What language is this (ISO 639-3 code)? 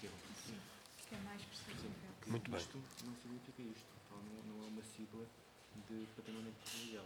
por